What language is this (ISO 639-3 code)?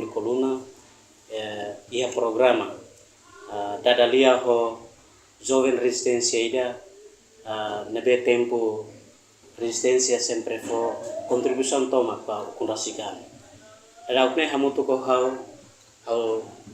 tet